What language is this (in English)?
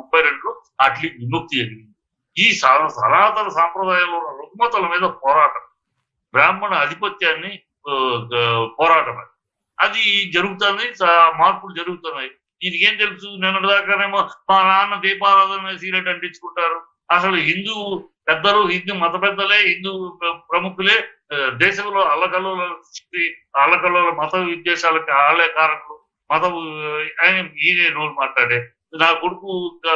Telugu